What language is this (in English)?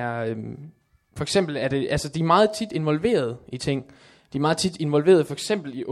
Danish